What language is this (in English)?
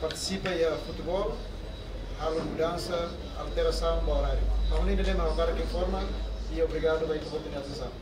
Tetum